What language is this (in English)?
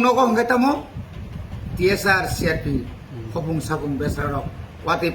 Kok Borok